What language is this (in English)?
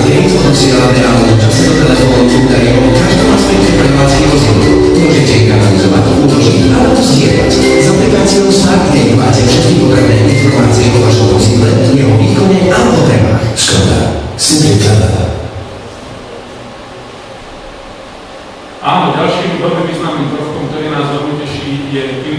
Slovak